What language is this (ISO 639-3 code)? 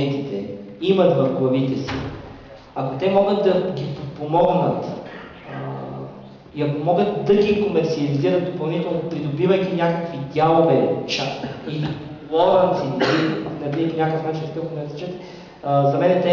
bul